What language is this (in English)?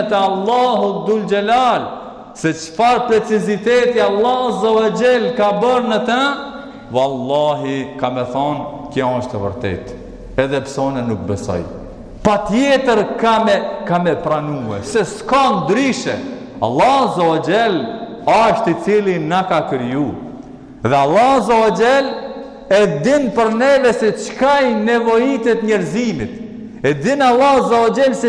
Albanian